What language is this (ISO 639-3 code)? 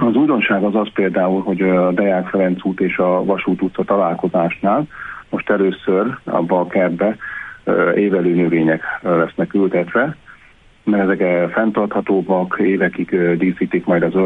hun